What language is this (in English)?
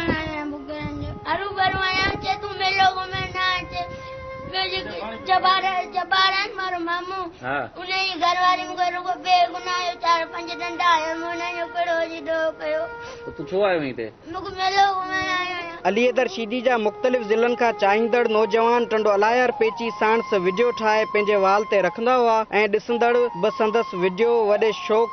Sindhi